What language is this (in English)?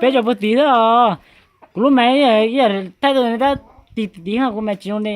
Hmong